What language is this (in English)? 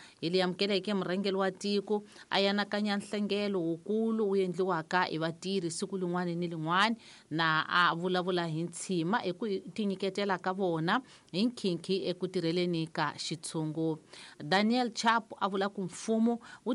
Tsonga